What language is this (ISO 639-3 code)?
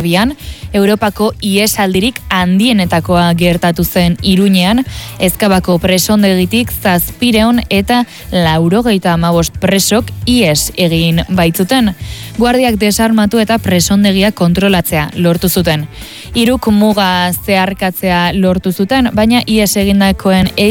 eus